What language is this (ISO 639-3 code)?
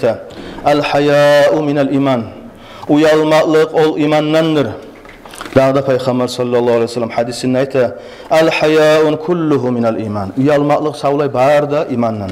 kum